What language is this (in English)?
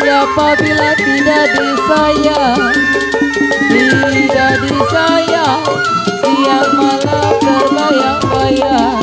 Betawi